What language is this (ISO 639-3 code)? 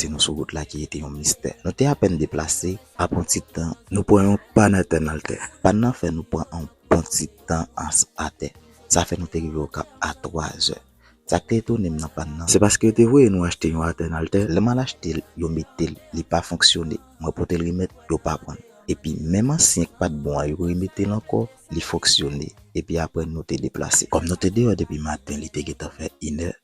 hat